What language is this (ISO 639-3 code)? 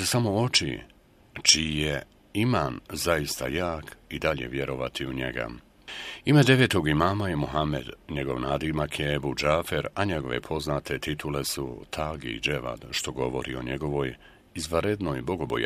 bos